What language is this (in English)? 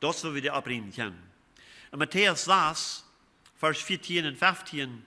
Plautdietsch